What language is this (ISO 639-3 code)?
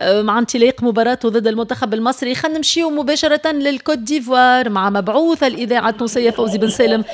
aeb